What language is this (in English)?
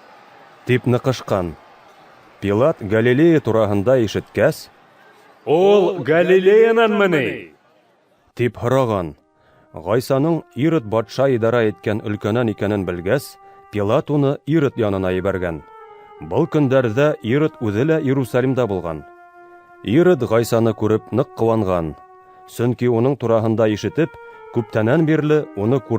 Bashkir